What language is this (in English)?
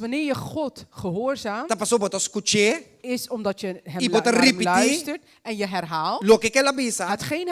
Papiamento